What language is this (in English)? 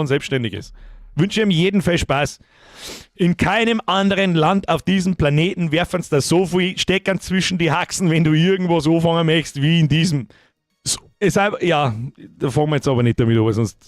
Bavarian